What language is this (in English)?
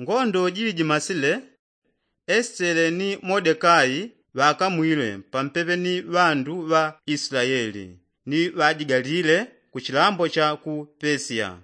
Yao